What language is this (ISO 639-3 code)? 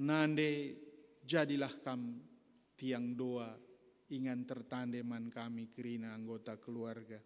btx